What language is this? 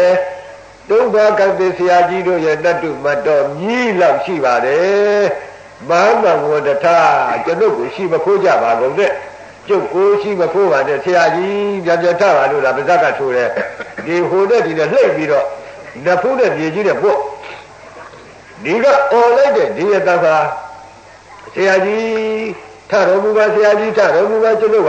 Burmese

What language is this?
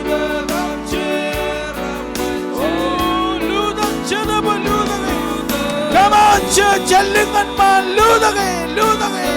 Marshallese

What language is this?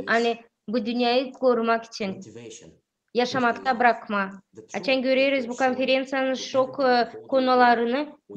Gagauz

